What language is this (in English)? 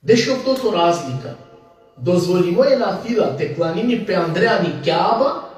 Balkan Romani